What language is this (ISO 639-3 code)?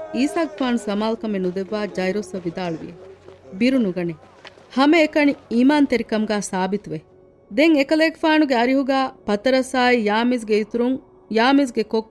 div